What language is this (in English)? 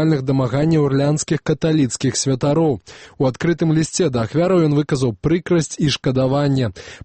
Belarusian